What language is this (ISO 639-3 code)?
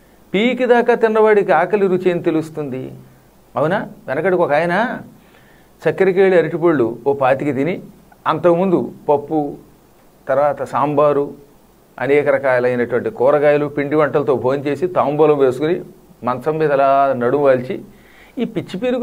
tel